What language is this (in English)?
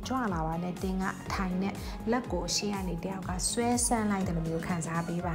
Burmese